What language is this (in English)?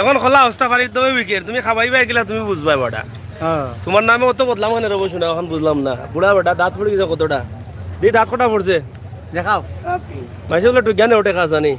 Sylheti